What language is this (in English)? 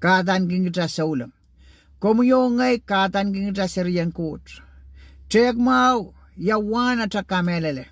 Pohnpeian